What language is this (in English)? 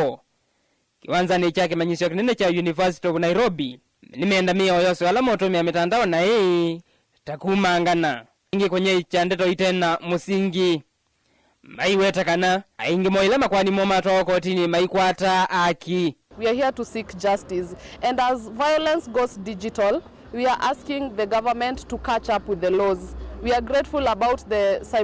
Kamba